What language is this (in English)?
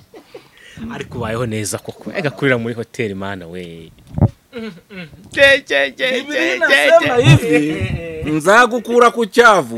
Kinyarwanda